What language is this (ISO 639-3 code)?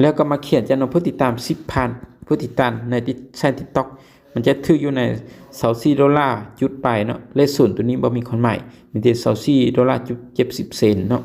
lao